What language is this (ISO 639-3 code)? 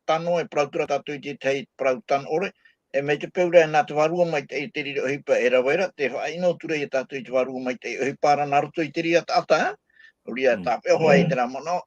tah